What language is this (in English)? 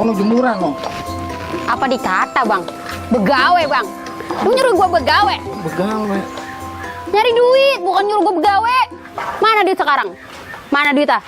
Betawi